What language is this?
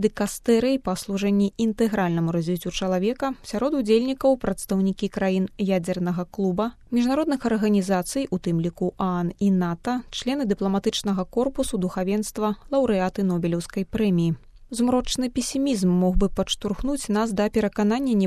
Belarusian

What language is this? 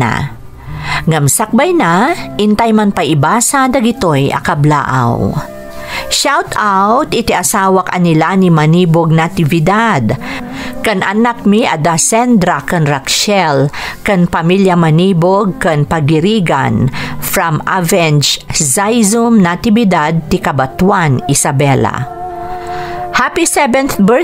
Iloko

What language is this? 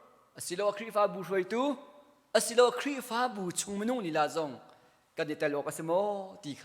Hakha Chin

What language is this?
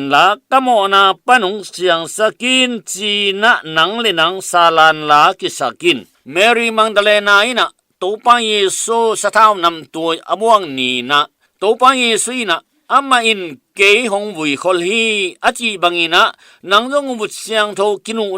Tedim Chin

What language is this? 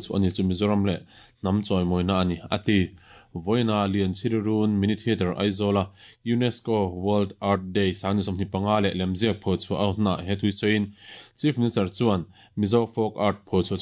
Mizo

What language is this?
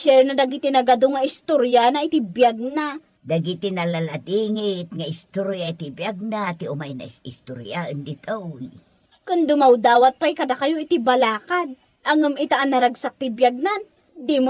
Iloko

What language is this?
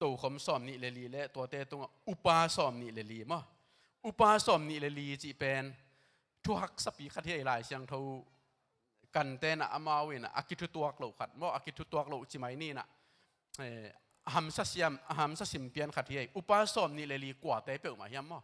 Tedim Chin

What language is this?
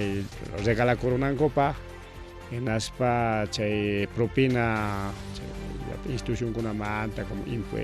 Ayacucho Quechua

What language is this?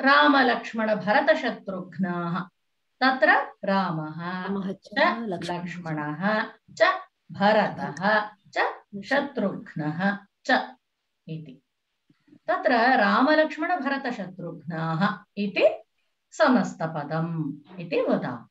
Sanskrit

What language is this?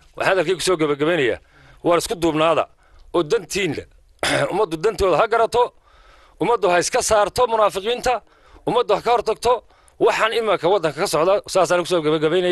Somali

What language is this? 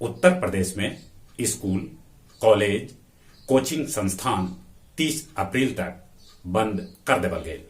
Magahi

